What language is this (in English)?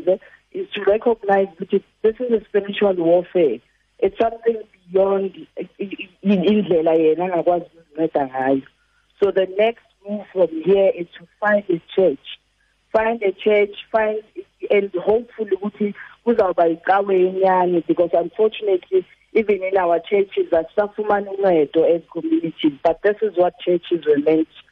Xhosa